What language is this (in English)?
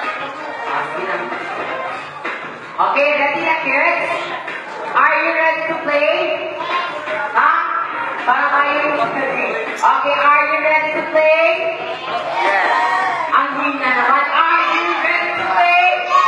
Filipino